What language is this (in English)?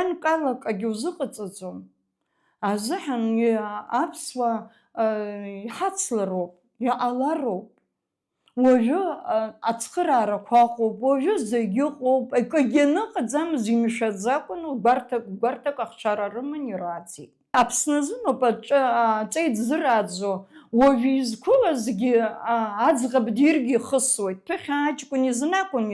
Abkhazian